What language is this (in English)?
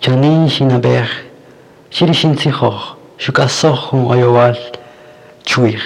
Kaqchikel